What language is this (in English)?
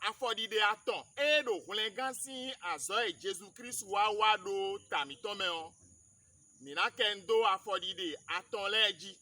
Fon